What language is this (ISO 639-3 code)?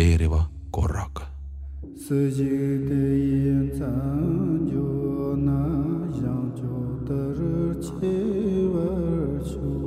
est